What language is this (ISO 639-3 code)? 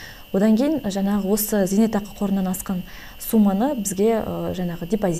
kaz